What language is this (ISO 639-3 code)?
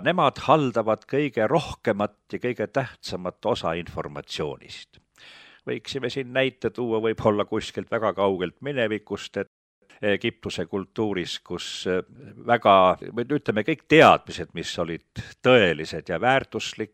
est